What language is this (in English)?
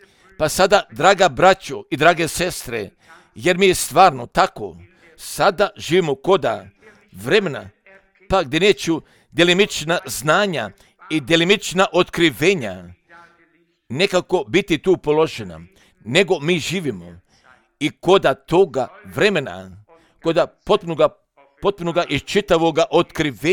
Croatian